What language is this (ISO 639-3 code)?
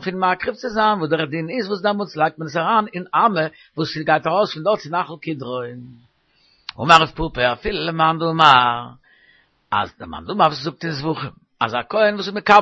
yid